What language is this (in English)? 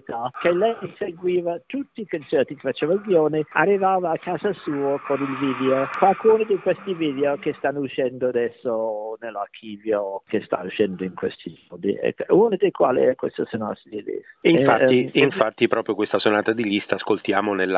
Italian